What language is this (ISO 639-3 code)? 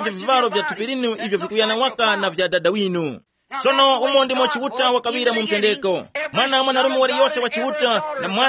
tum